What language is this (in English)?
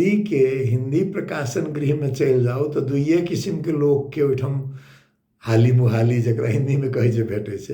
Maithili